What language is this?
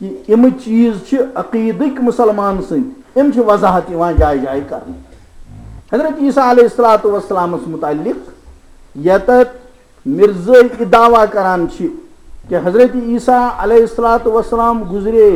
Kashmiri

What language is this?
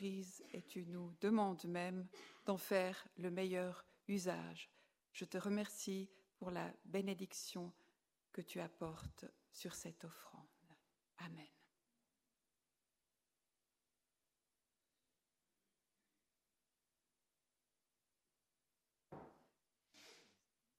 French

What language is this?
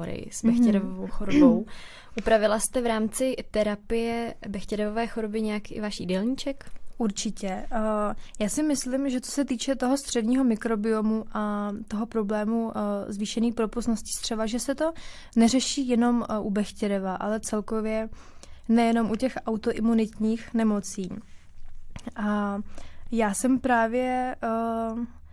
Czech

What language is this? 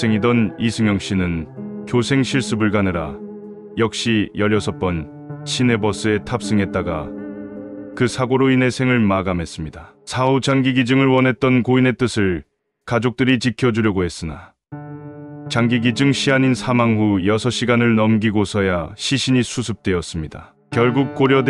Korean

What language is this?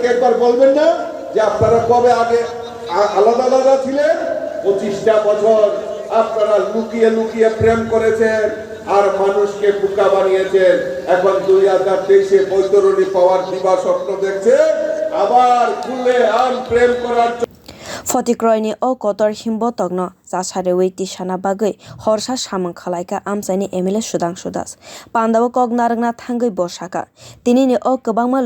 Kok Borok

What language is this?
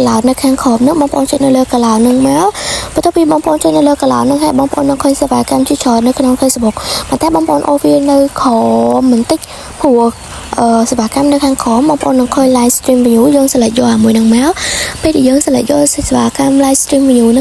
Khmer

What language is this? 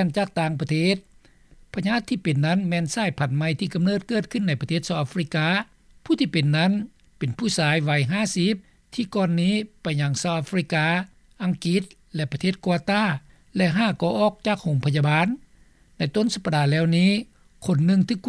Lao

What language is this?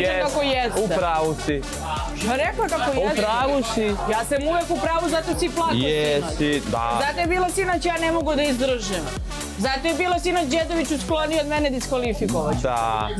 Serbian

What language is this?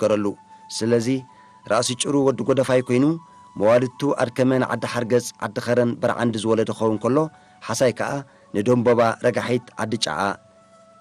Tigrinya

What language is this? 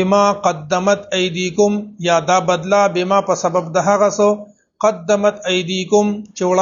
Pashto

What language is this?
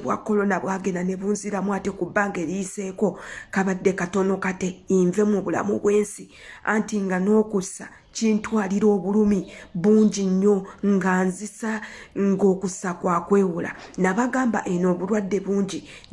Ganda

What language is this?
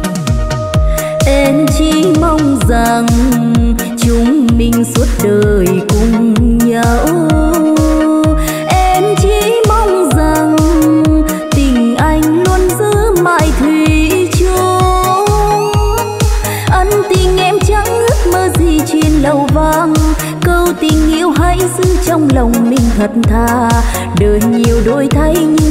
Vietnamese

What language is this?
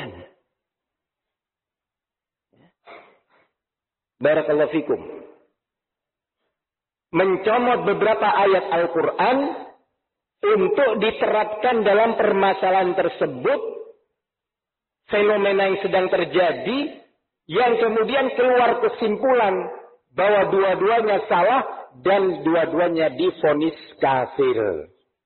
Indonesian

